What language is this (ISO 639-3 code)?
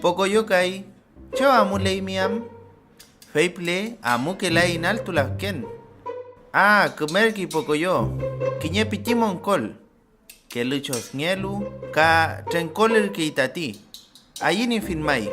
arn